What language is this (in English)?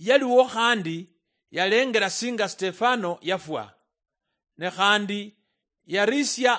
Luyia